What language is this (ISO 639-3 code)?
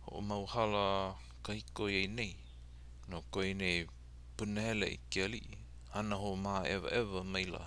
haw